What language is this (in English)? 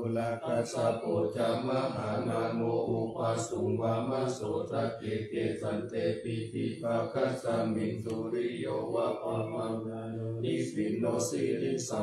Pali